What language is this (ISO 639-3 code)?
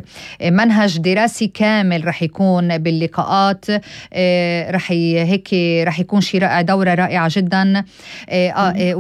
apc